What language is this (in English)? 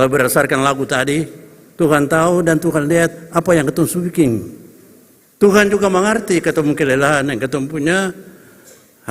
Ambonese Malay